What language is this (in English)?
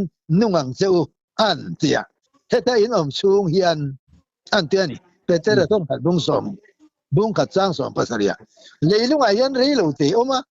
Mizo